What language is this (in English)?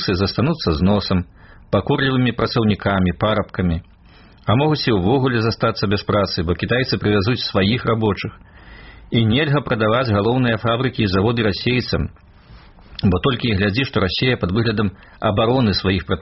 Belarusian